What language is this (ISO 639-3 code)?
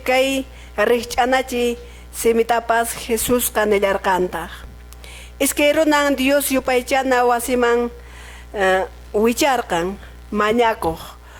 que